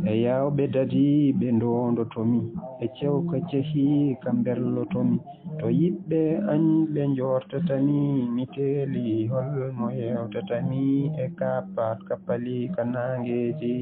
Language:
Fula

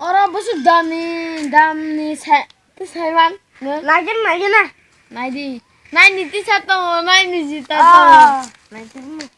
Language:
Kok Borok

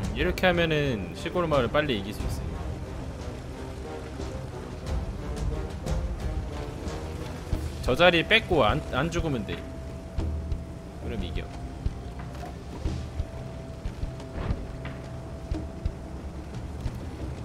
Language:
Korean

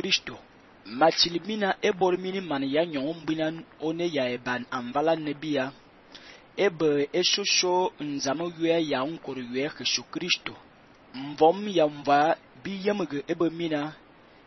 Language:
Fang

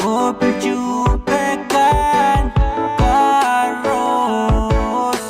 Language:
Pohnpeian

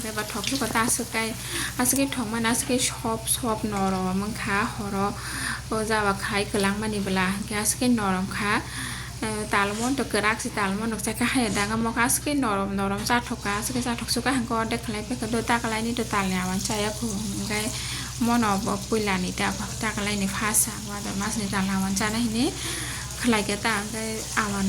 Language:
Kok Borok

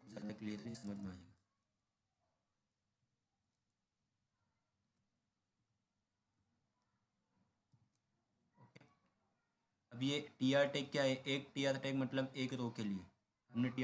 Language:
Hindi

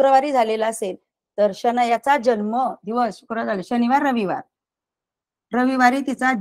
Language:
Marathi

